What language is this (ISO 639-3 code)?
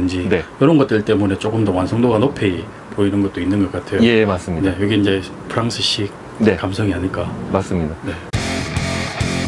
kor